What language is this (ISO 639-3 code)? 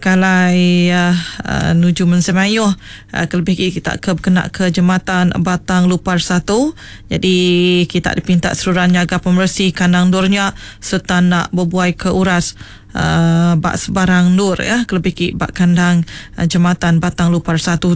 iba